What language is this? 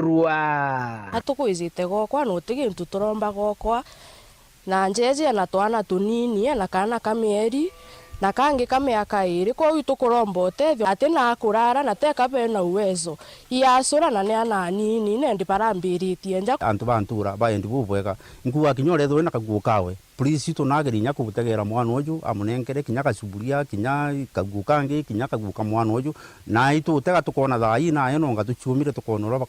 Meru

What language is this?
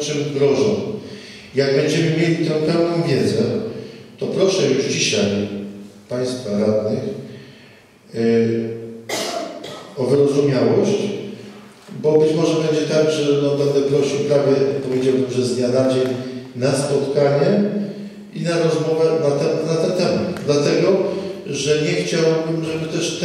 Polish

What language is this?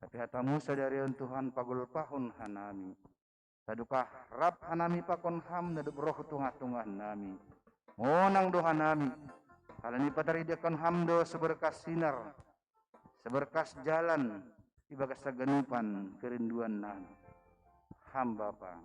Batak Simalungun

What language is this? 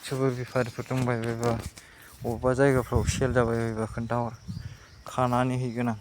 Bodo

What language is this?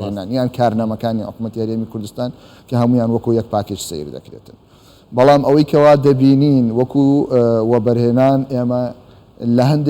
Central Kurdish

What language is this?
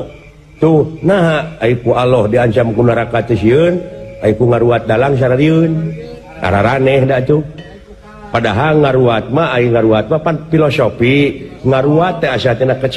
Sundanese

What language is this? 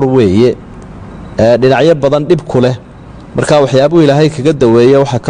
Somali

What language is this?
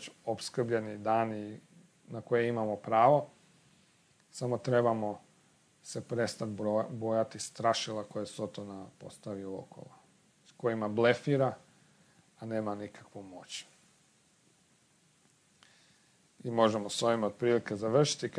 Croatian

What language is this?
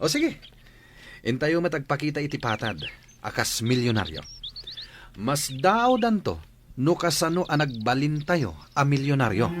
Iloko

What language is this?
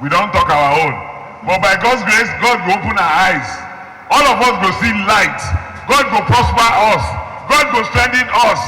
Nigerian Pidgin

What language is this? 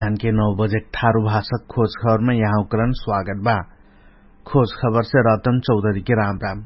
Dangaura Tharu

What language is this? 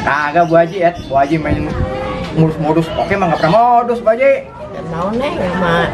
Betawi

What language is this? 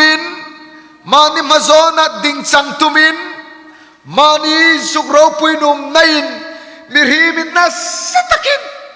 Hmar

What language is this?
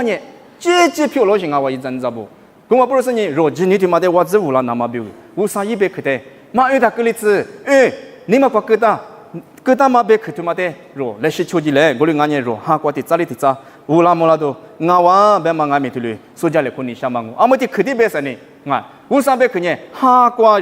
Lisu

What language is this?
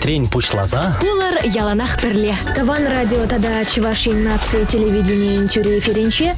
Chuvash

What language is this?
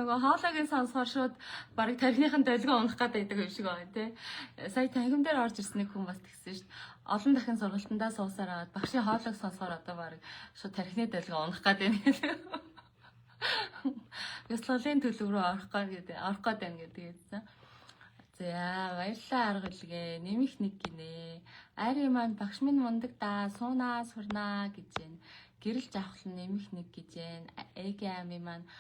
Mongolian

